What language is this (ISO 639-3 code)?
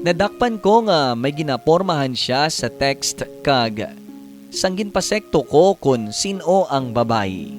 hil